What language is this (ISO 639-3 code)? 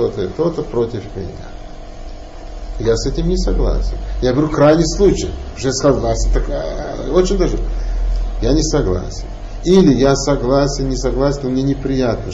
rus